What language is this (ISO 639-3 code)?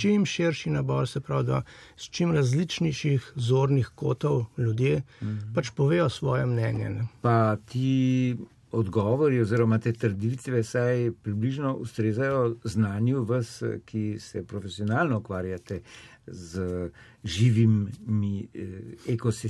slv